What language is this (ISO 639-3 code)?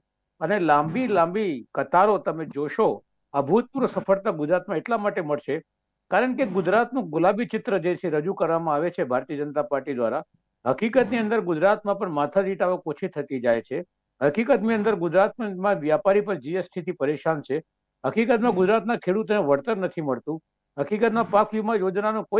guj